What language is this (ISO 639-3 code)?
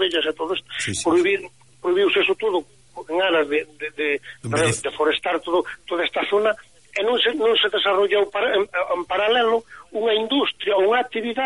glg